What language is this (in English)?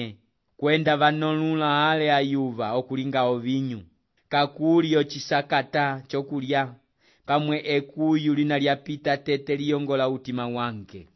Umbundu